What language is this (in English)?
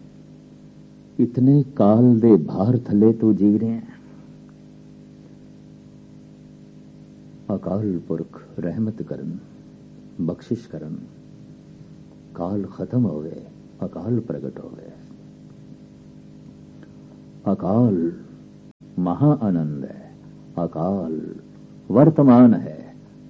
Punjabi